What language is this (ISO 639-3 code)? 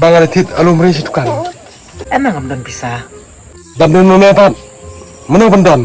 kha